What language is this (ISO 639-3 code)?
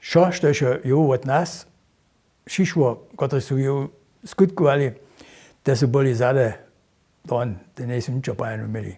hsb